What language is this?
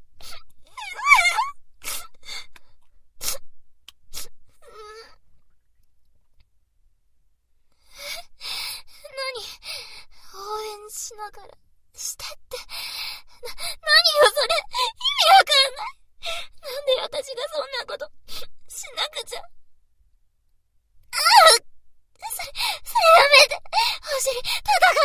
Japanese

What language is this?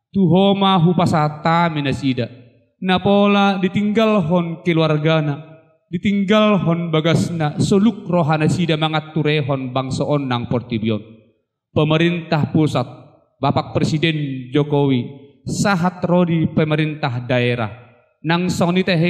Batak Toba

